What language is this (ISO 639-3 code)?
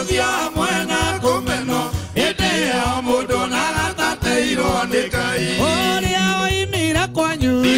kik